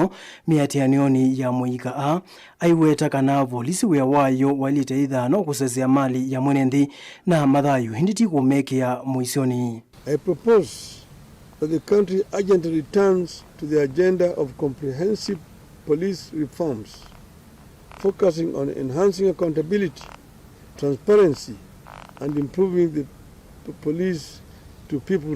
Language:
Kamba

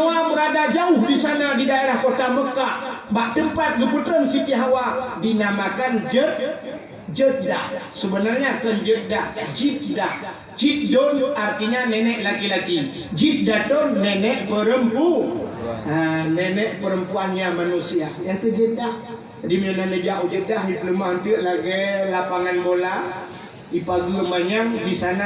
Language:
Achinese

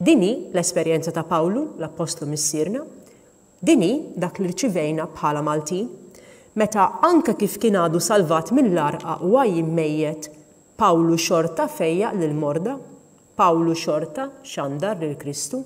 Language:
Maltese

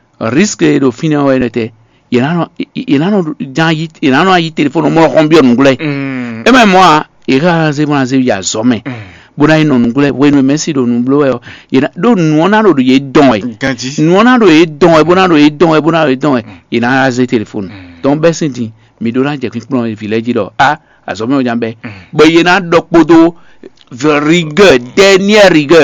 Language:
Fon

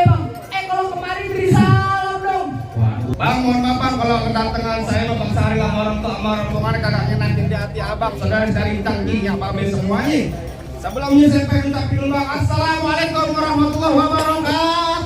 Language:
Betawi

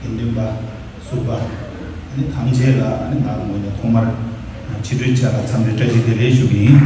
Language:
Tibetan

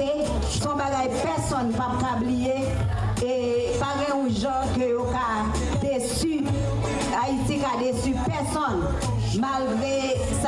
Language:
Haitian Creole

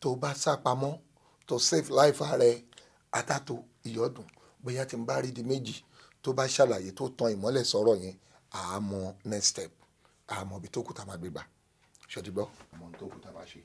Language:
Yoruba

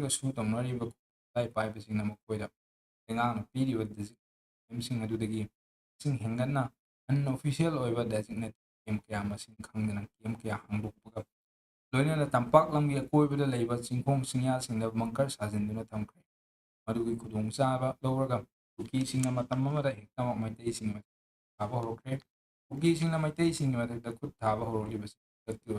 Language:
Manipuri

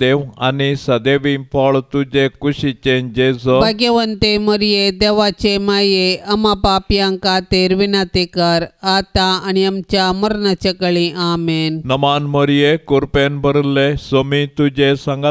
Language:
Konkani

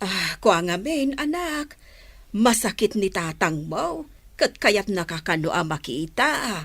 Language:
Iloko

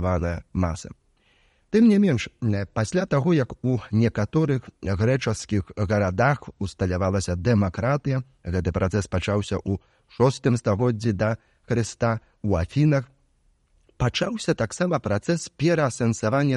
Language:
Belarusian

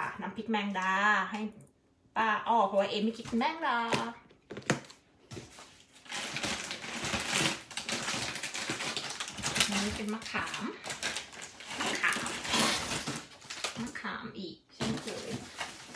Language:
Thai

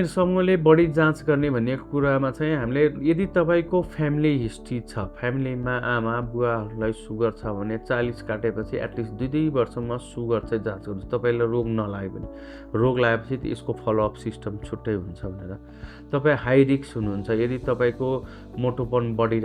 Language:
Nepali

